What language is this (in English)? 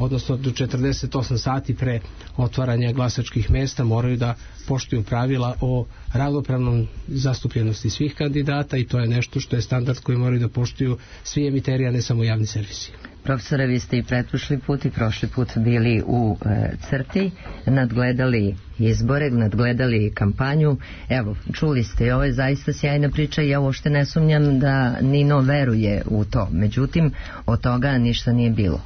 Serbian